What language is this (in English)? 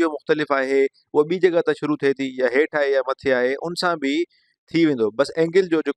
Sindhi